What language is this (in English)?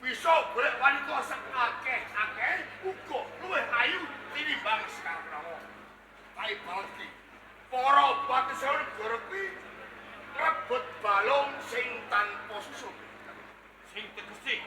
Javanese